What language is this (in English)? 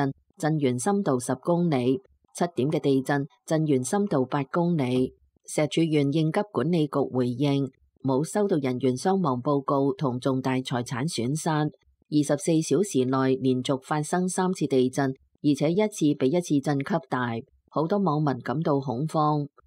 Cantonese